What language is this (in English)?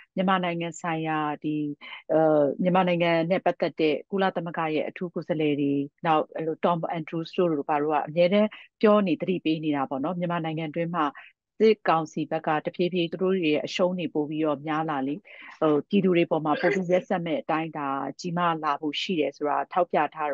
Burmese